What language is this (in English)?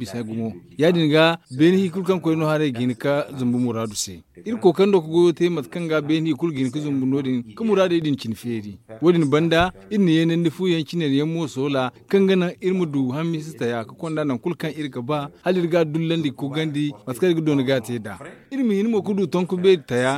Zarma